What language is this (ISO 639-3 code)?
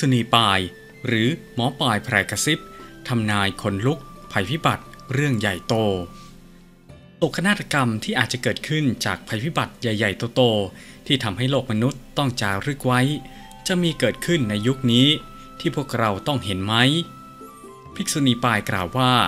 tha